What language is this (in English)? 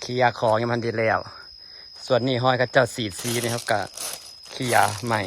Lao